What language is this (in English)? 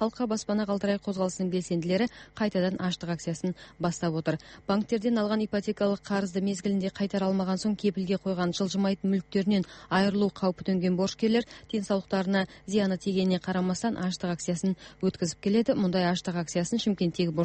Kazakh